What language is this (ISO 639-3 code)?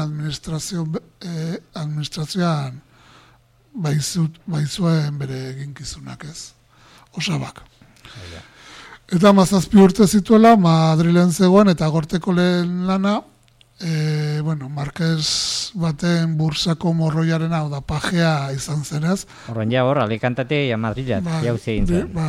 eus